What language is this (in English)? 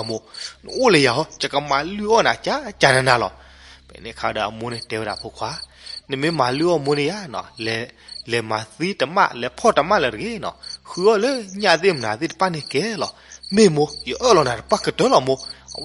S'gaw Karen